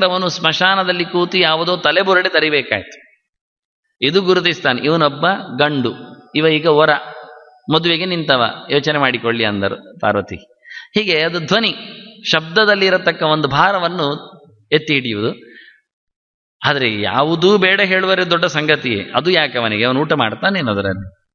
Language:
Kannada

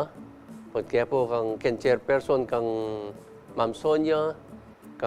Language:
Pampanga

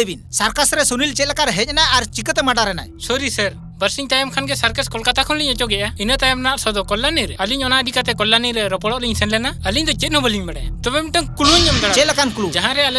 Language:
Santali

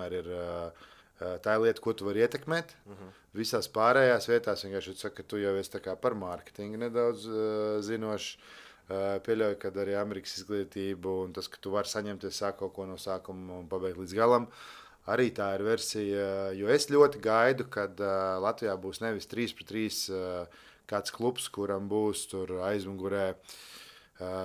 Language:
Latvian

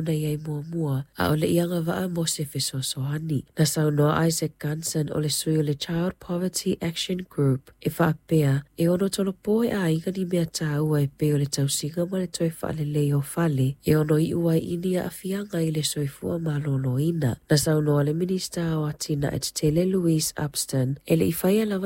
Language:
Samoan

